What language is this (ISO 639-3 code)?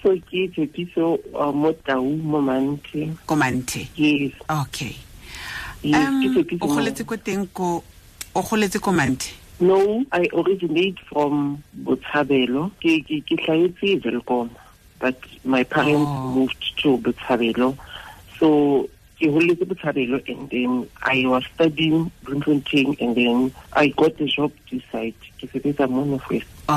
tsn